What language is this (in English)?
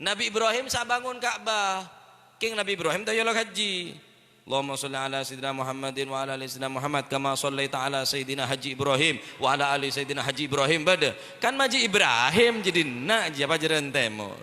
Madurese